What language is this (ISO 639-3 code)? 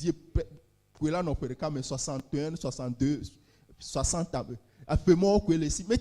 ewe